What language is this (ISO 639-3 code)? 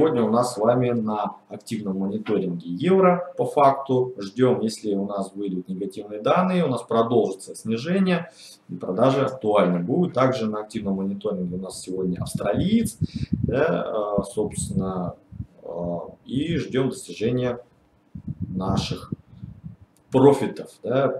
rus